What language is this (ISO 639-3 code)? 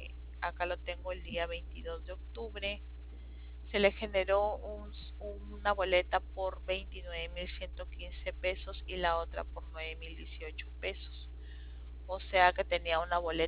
spa